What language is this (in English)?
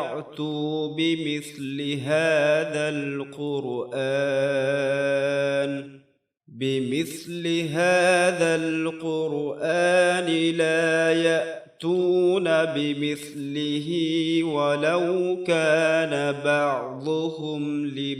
Divehi